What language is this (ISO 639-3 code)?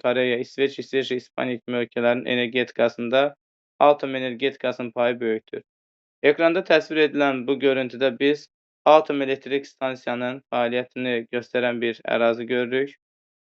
aze